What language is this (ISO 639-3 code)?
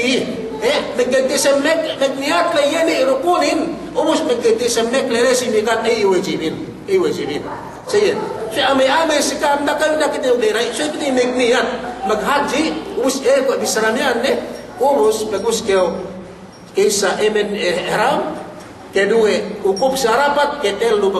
yka